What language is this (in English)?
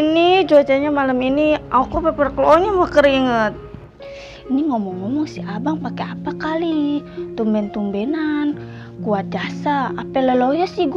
Betawi